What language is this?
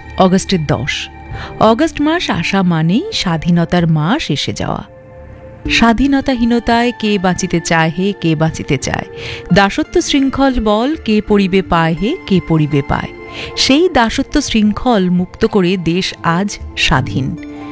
Bangla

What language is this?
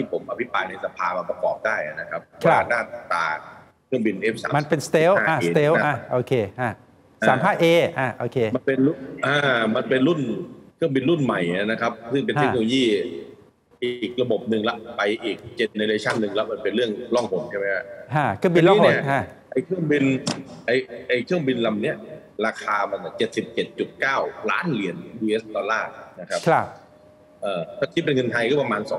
Thai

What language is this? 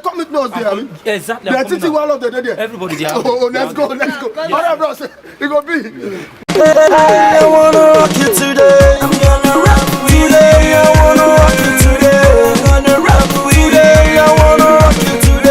Nigerian Pidgin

